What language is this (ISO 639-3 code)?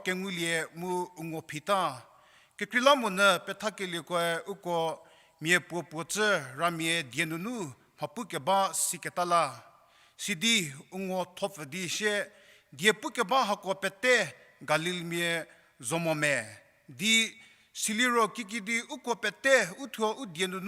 njm